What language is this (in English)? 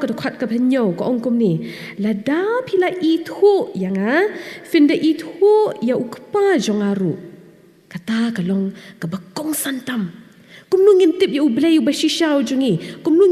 Khasi